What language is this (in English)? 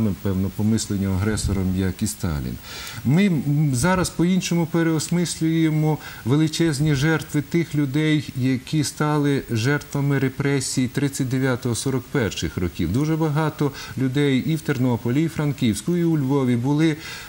Ukrainian